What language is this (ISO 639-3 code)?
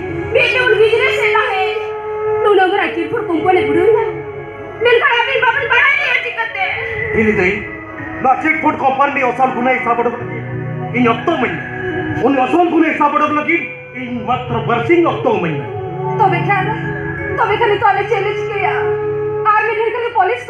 sat